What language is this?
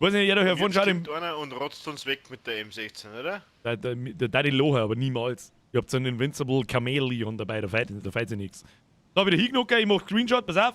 Bavarian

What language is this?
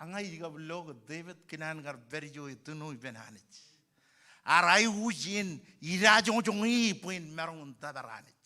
Marshallese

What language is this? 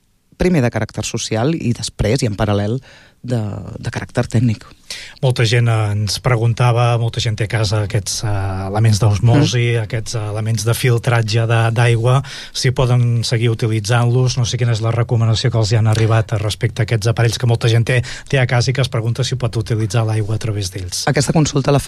Catalan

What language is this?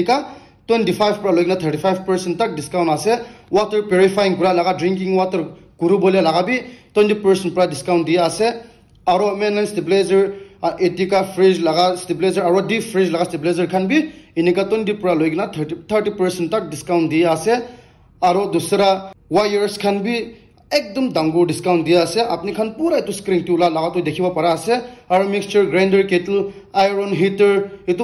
Naga Pidgin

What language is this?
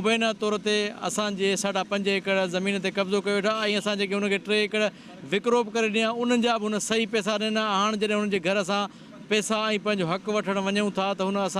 Sindhi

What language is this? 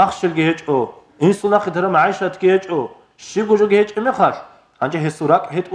Avaric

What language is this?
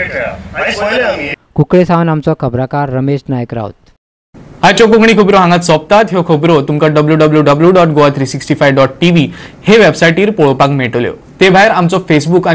Konkani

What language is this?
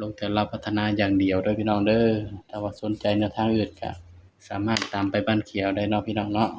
Northeastern Thai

